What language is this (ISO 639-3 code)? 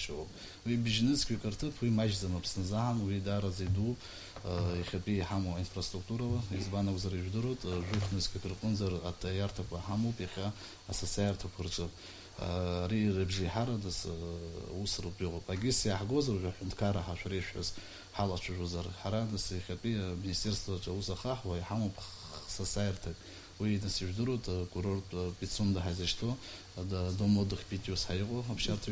abk